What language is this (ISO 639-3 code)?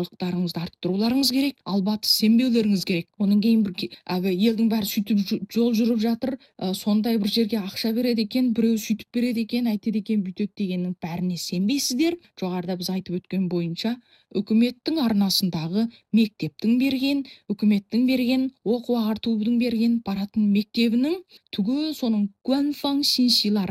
kaz